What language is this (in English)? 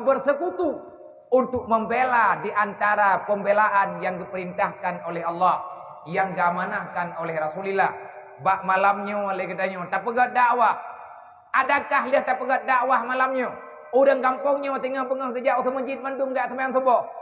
Achinese